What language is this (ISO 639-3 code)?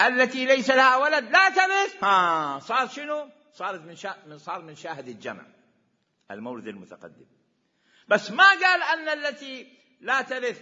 acm